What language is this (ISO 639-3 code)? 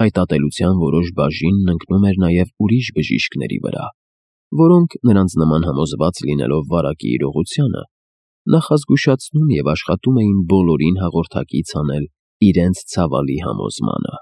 hye